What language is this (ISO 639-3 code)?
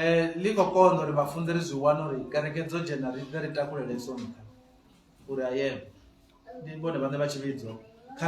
ven